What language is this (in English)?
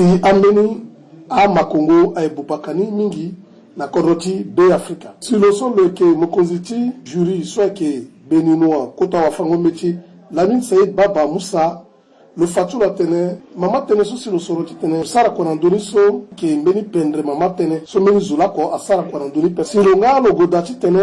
Sango